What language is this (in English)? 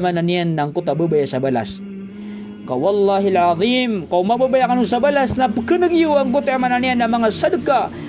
Maranao